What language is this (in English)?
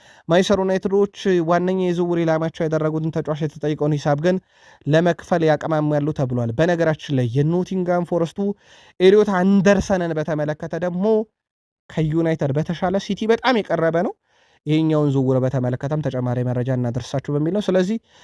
Amharic